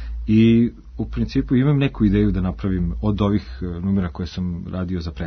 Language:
Serbian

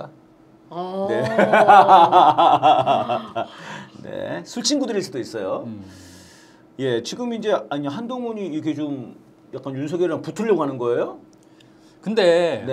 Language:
Korean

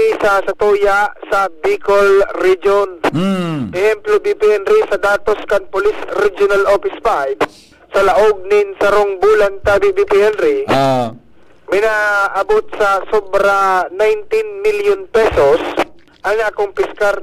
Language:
Bikol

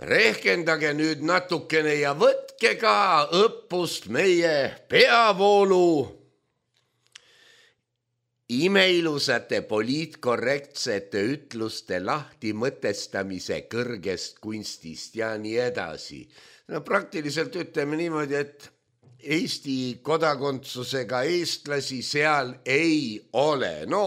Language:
Estonian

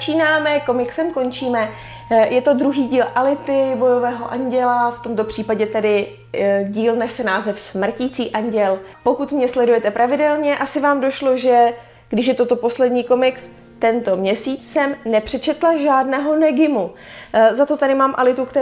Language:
Czech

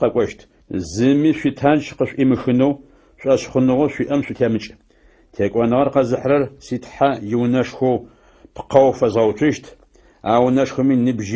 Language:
Adyghe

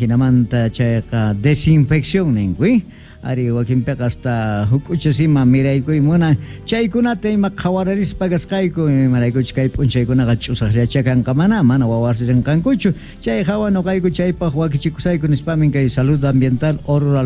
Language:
Quechua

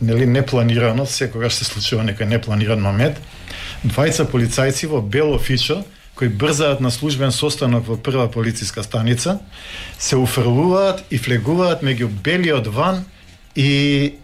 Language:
Macedonian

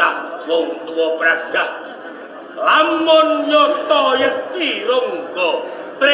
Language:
Javanese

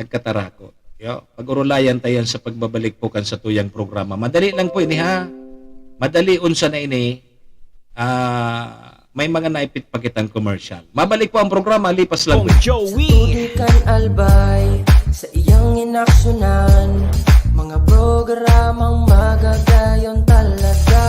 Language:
Bikol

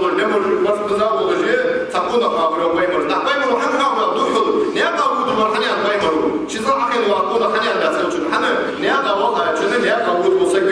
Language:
Ingush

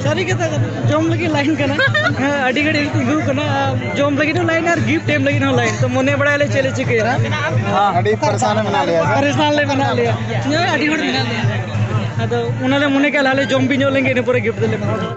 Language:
Santali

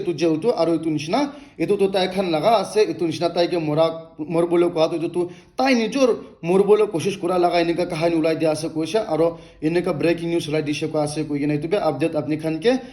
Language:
Naga Pidgin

